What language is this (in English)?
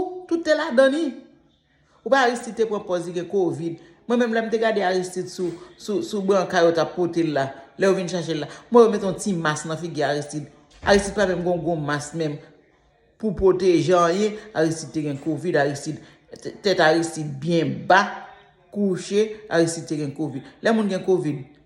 Haitian Creole